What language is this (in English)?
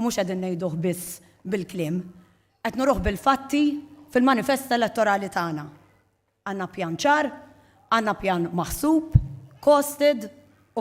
Maltese